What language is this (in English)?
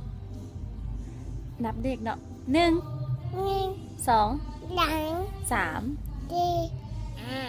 Lao